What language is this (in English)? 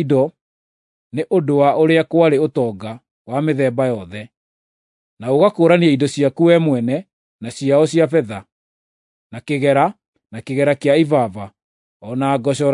Kikuyu